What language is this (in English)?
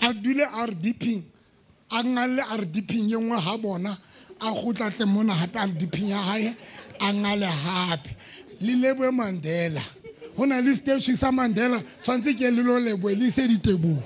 Southern Sotho